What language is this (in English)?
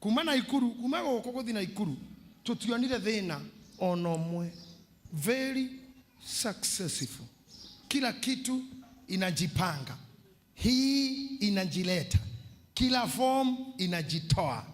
Kikuyu